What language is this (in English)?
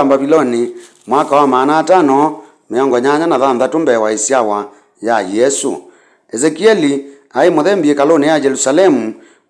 Kamba